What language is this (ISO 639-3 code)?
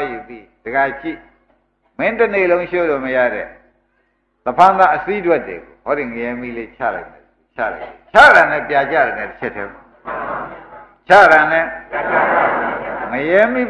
mya